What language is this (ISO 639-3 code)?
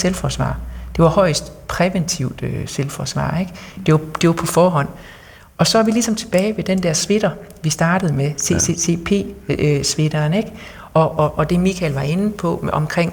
dan